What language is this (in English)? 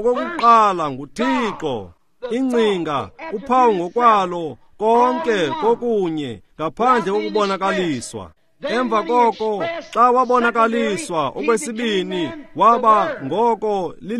Xhosa